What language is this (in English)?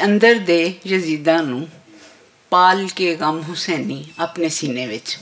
Western Panjabi